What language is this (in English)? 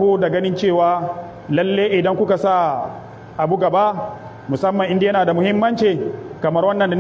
Hausa